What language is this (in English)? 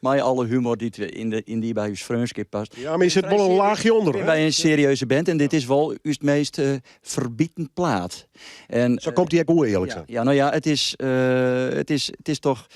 Western Frisian